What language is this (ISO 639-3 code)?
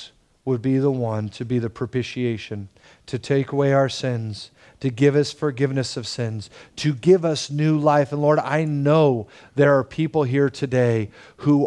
eng